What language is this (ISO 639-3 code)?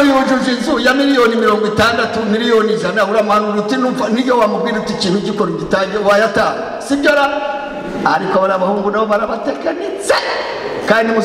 kin